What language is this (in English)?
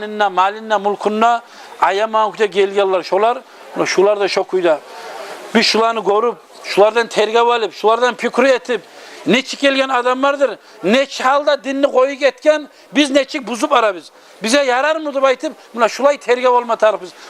Kumyk